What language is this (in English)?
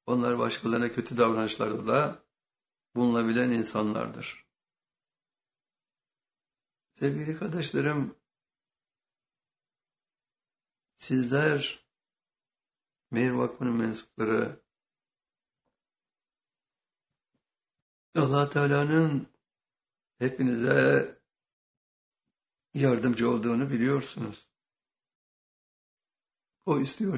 Turkish